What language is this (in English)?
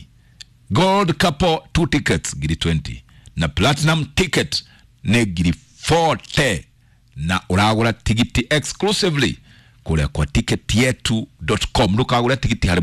Kikuyu